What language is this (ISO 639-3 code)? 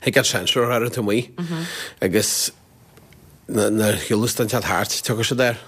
gle